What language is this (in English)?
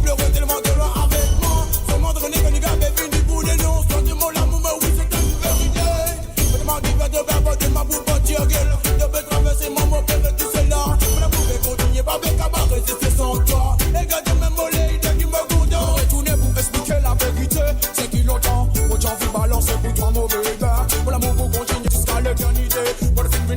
Morisyen